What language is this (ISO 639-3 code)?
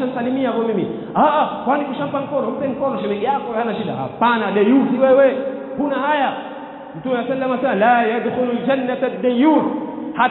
swa